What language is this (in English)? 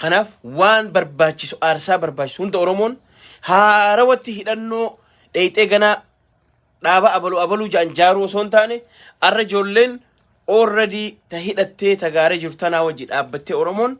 Oromo